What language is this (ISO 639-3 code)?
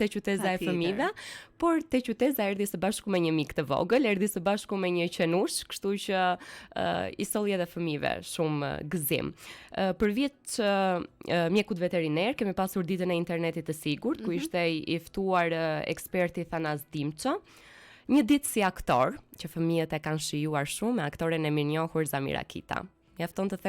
sqi